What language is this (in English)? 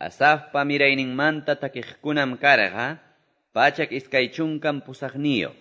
Quechua